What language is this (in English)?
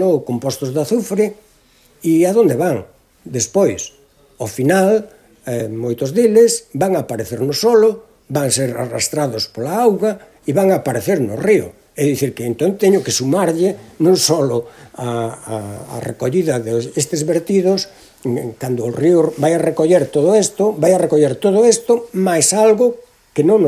Galician